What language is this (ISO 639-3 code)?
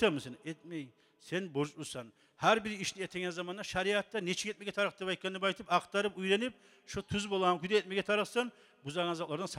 kum